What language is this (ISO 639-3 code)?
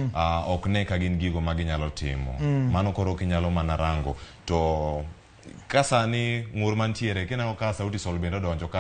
luo